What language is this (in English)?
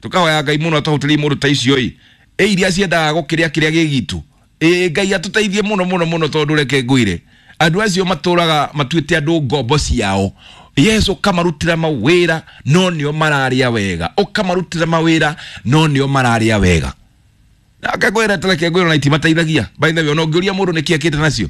Kikuyu